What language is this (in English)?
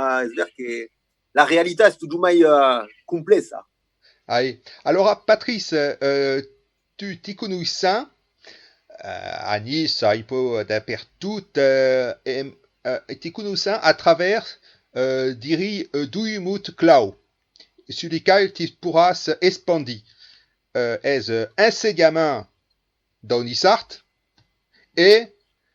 Occitan